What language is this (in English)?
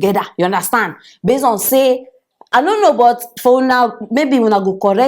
Nigerian Pidgin